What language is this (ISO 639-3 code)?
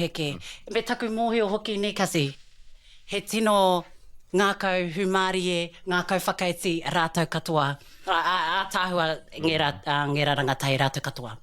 mri